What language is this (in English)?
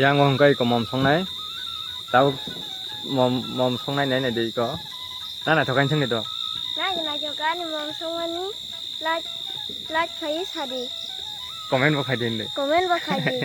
Kok Borok